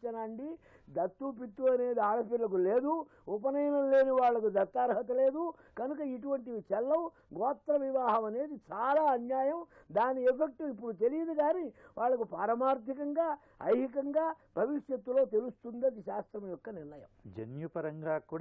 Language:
Telugu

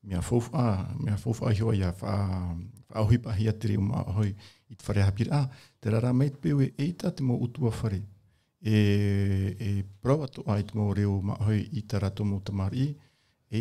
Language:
Tahitian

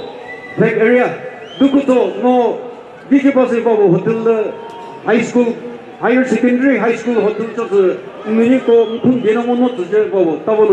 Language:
Chokri Naga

